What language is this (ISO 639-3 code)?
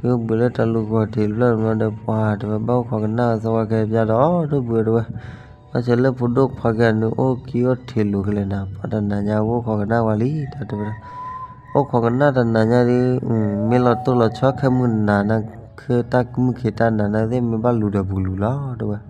ksw